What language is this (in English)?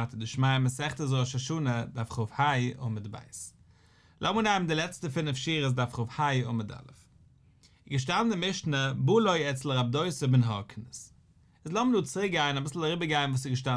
Yiddish